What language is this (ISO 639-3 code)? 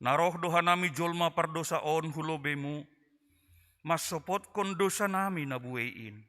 bts